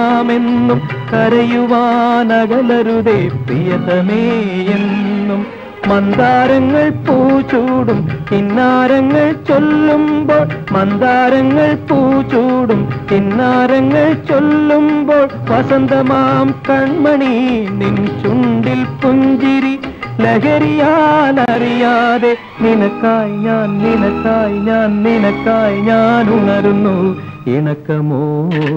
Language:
Malayalam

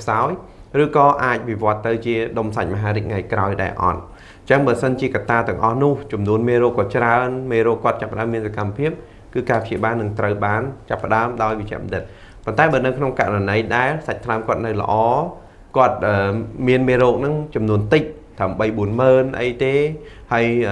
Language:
Khmer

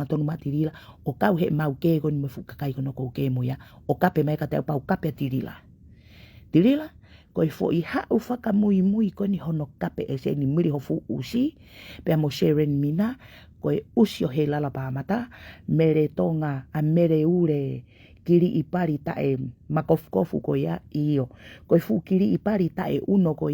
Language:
Tongan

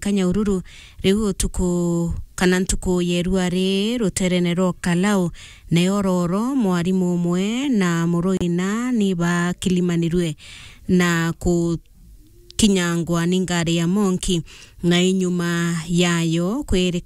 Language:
Meru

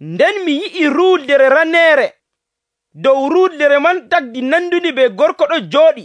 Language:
Nigerian Fulfulde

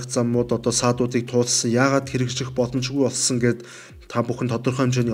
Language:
Mongolian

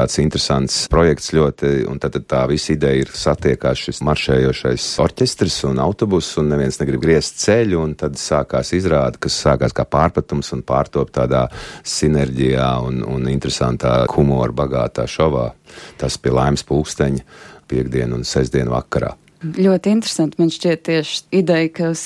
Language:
Latvian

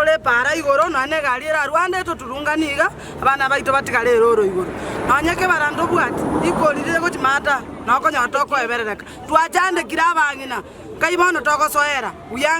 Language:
Gusii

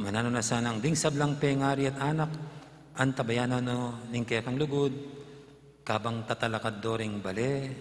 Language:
Pampanga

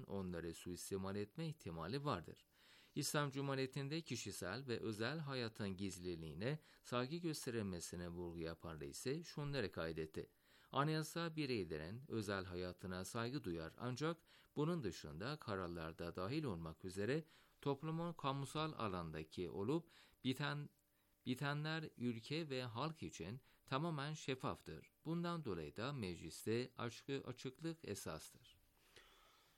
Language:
Turkish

